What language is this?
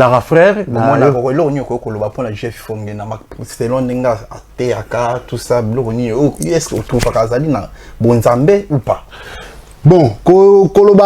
Lingala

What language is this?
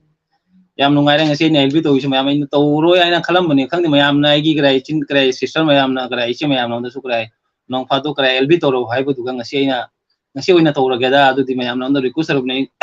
Manipuri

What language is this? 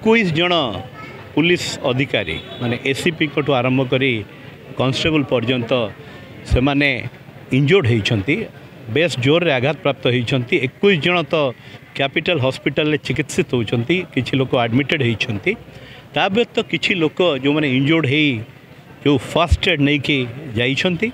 Odia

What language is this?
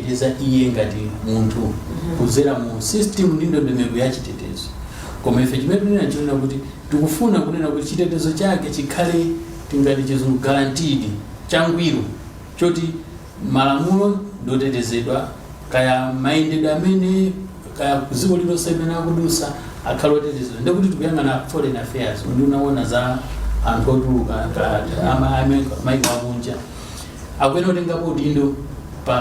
Nyanja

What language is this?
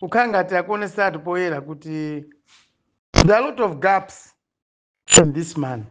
Nyanja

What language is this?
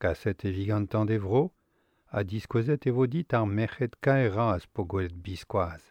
Breton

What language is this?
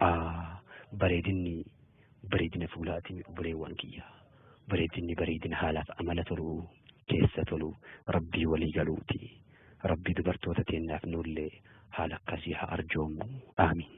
Oromo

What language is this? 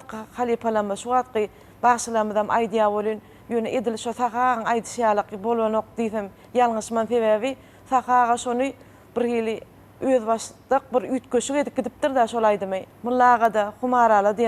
Turkmen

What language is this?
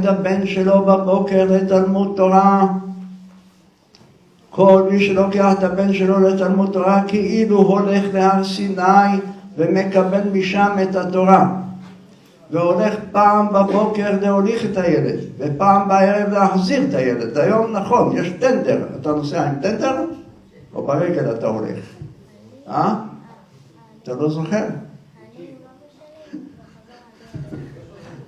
Hebrew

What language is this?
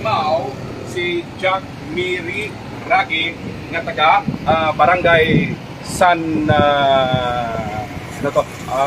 Hiligaynon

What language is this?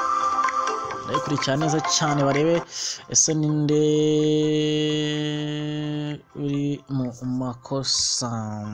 Kinyarwanda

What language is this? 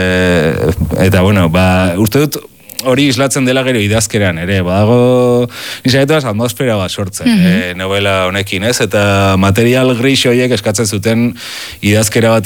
Basque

